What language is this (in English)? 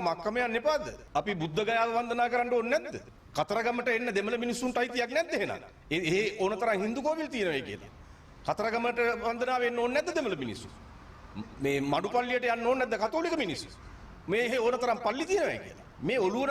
Sinhala